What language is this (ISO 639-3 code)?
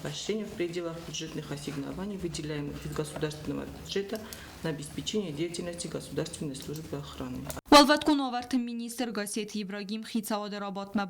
oss